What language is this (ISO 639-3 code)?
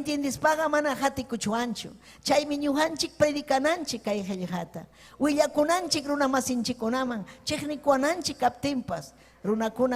quy